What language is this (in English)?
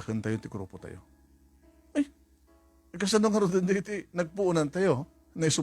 Iloko